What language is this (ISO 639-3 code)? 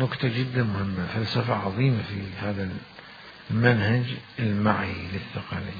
acm